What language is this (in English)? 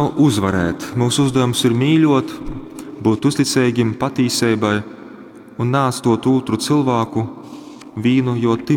Latgalian